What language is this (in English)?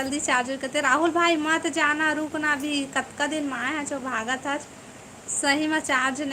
Chhattisgarhi